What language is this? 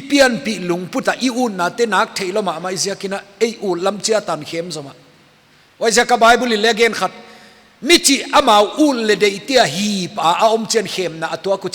Paite Chin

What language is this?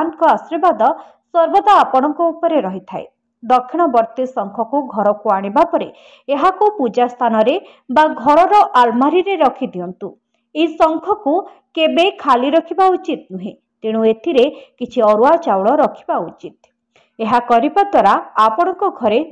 Odia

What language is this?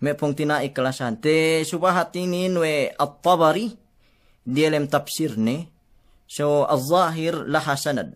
Yakan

